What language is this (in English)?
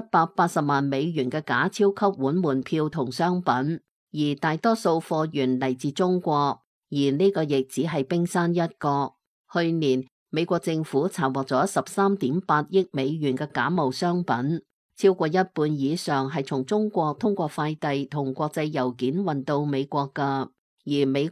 Cantonese